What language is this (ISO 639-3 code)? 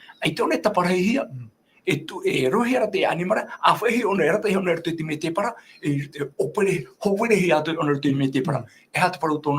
tah